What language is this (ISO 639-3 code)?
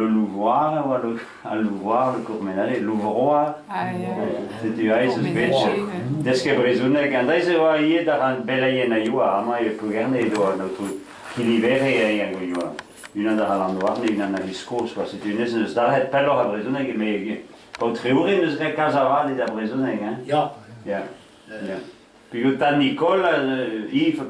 bre